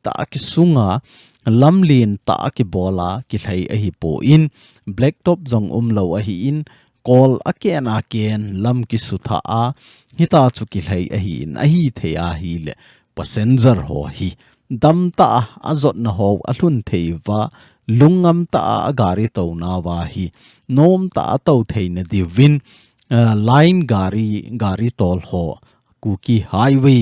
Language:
Thado Chin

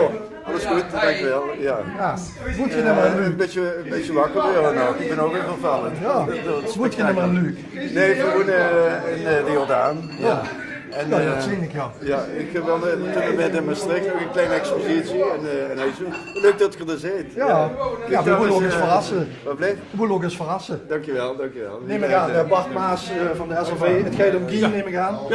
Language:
Limburgish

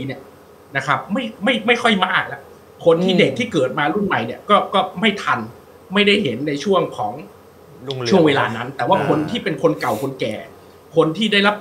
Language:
Thai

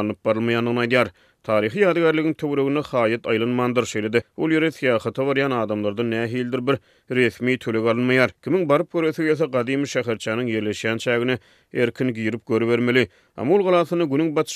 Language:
Turkmen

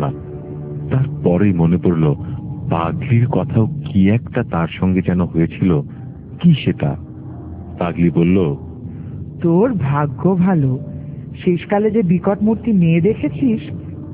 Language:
Bangla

